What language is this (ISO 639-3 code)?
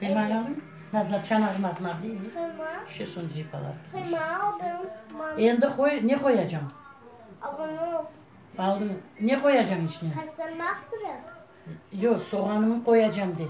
crh